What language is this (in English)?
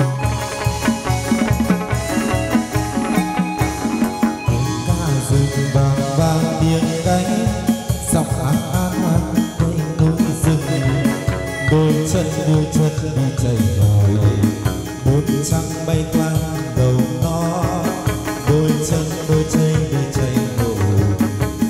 Vietnamese